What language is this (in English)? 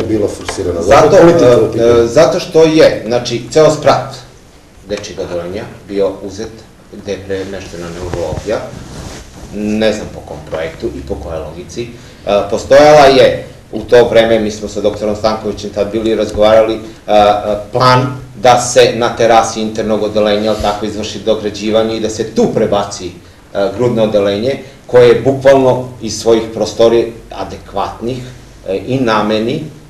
Serbian